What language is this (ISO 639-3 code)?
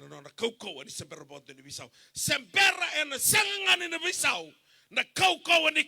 fij